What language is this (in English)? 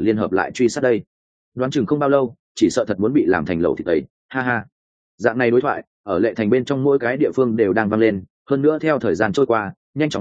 Vietnamese